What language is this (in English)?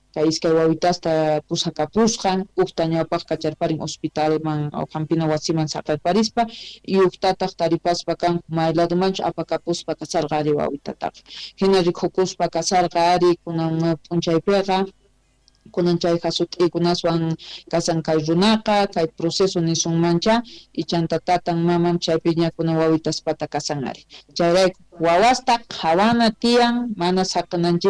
South Bolivian Quechua